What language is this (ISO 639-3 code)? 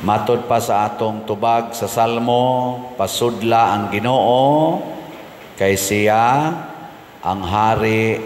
ceb